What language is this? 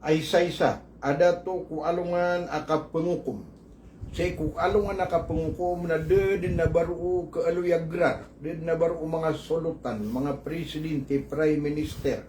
Maranao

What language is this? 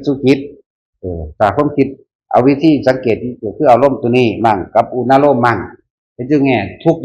Northeastern Thai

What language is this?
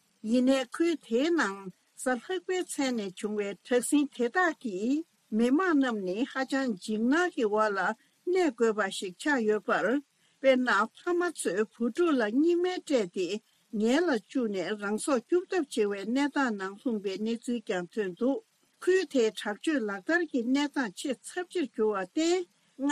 Tibetan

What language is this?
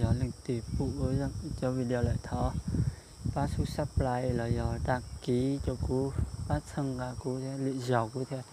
Hmong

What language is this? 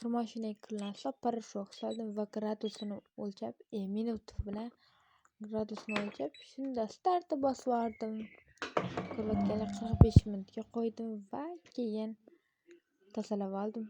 Uzbek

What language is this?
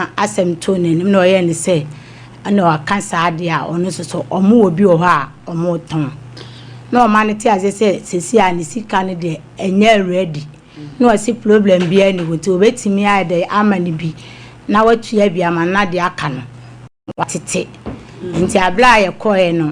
Akan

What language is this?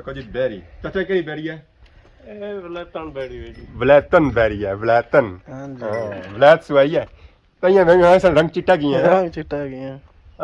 Pahari-Potwari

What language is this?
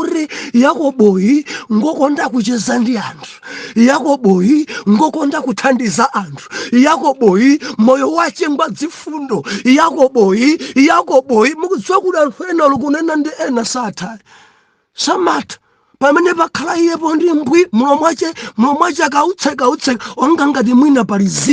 Nyanja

